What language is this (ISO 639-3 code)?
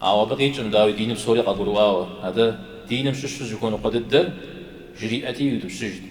kbd